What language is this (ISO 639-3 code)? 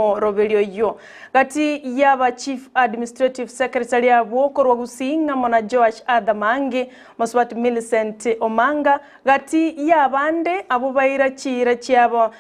guz